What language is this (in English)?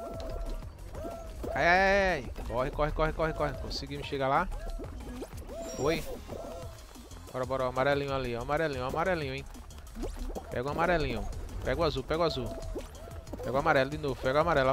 Portuguese